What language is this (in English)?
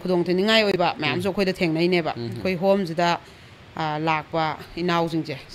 Manipuri